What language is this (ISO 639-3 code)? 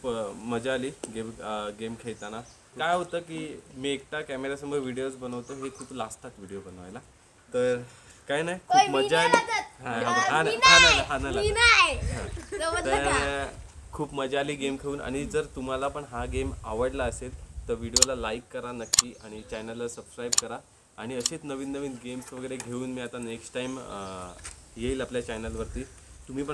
mar